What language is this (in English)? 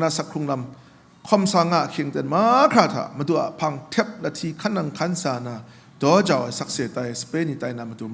Kachin